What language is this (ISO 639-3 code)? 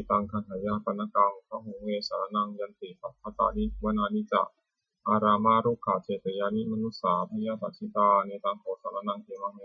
pli